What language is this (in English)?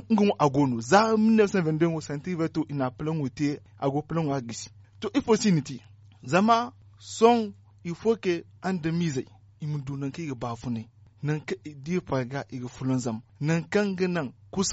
Zarma